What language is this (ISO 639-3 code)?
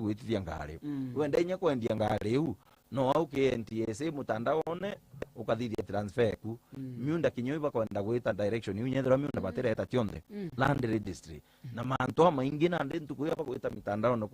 mer